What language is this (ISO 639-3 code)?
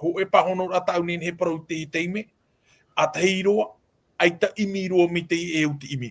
tah